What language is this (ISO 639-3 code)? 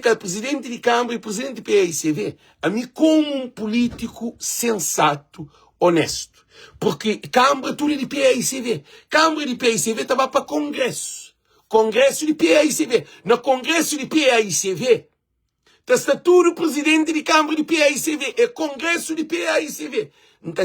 kea